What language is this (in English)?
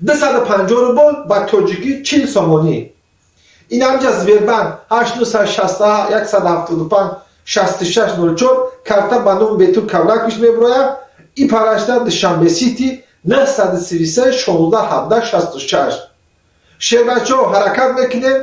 Tajik